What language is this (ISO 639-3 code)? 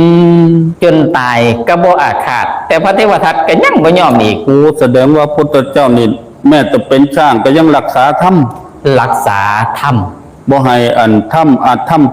tts